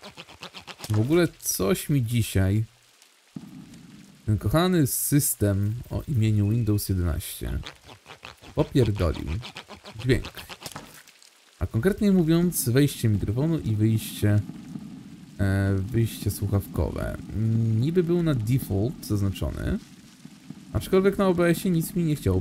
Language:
Polish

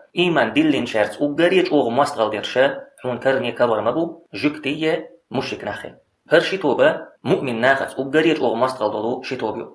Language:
Chechen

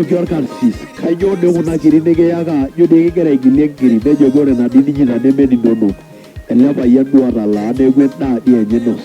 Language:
Masai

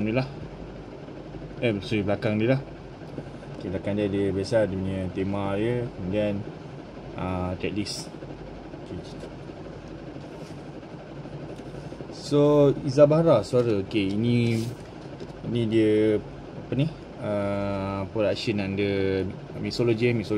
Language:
Malay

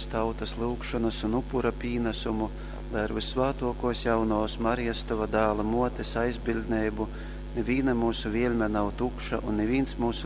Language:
Latgalian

